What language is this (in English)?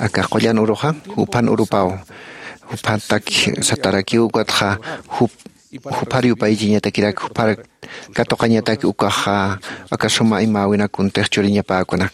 Aymara